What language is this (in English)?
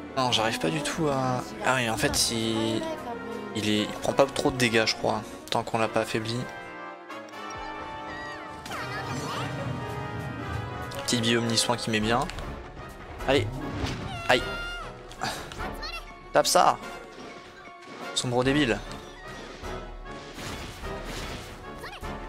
French